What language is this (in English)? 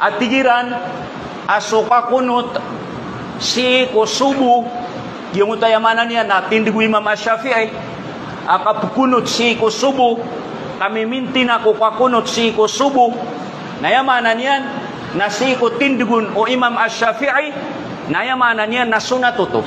Maranao